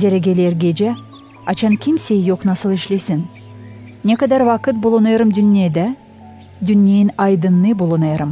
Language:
Gagauz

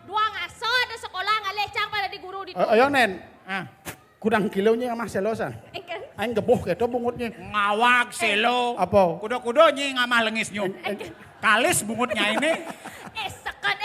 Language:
Balinese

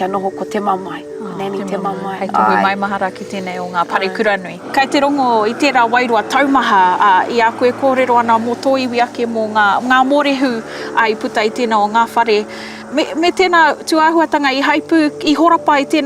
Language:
Māori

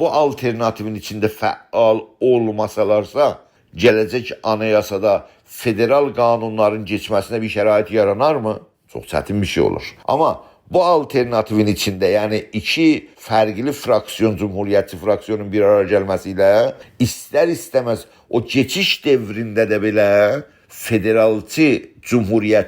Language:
South Azerbaijani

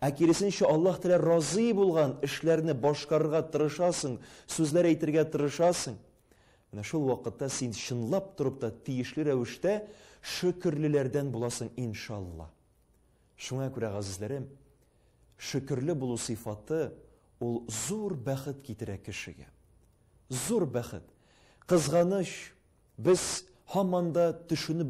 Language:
Tatar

